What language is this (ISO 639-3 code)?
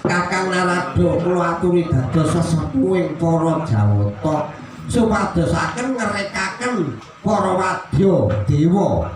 jav